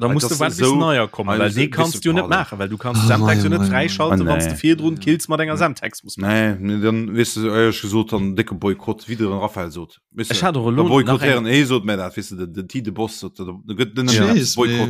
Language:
Luxembourgish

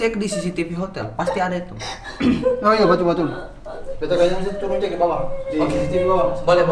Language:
Ambonese Malay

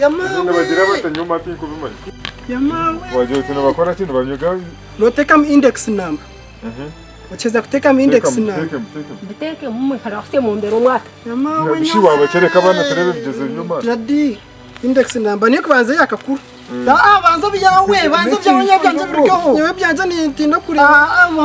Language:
Nyankole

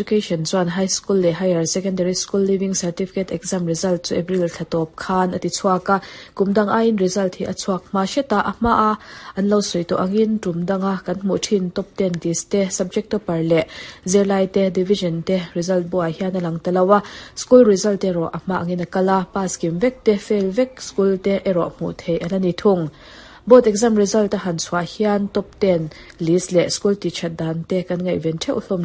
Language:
Mizo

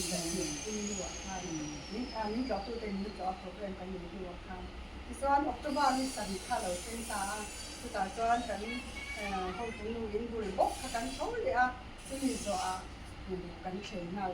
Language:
Mizo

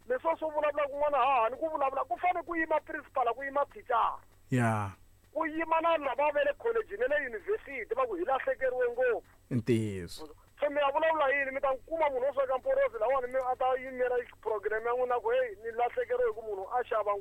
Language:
Tsonga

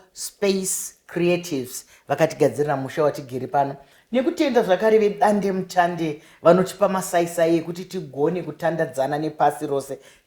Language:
Shona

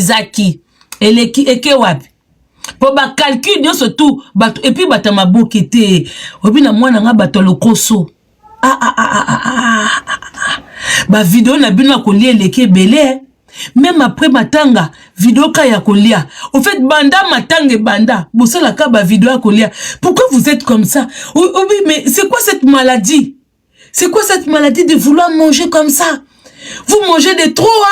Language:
Lingala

